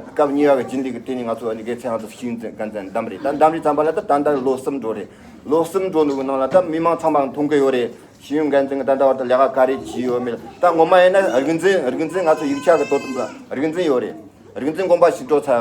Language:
Tibetan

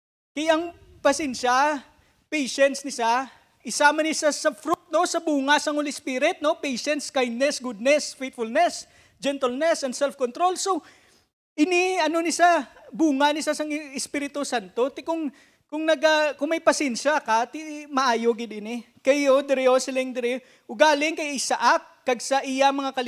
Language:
Hiligaynon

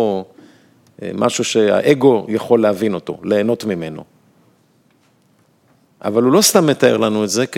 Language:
Hebrew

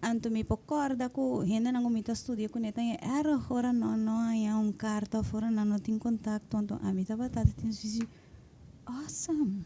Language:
Papiamento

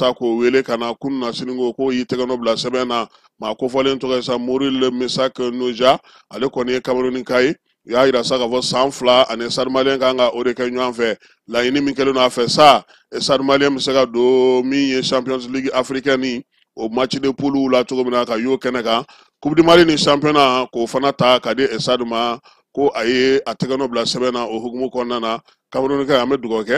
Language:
Bambara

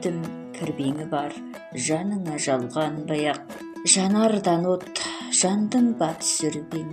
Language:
Kazakh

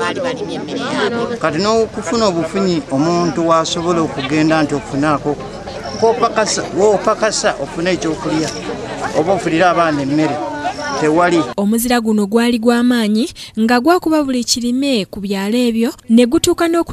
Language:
Ganda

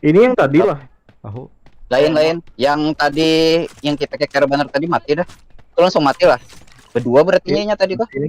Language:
Banjar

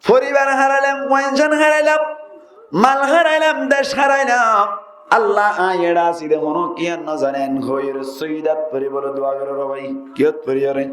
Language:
Rohingya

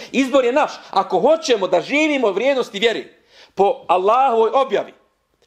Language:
Bosnian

